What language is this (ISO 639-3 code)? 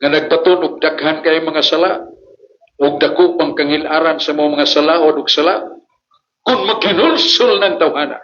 ceb